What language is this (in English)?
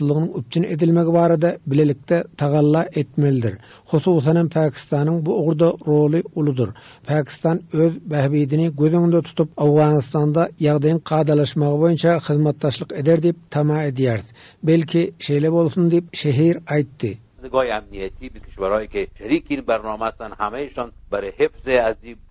Turkmen